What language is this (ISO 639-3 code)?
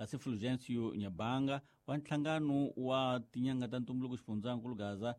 tso